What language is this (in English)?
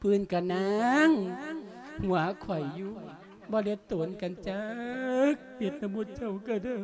Lao